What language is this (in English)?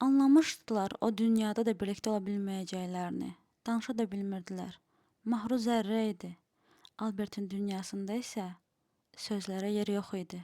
Azerbaijani